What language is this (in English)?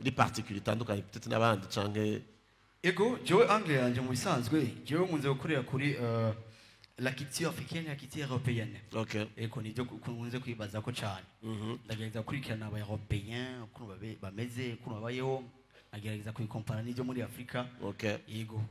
Rundi